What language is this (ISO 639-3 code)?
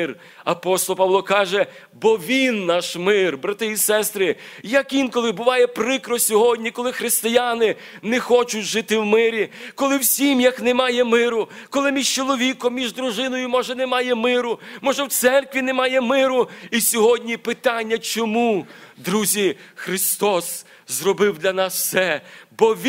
ukr